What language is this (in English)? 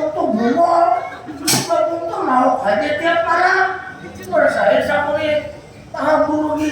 Banjar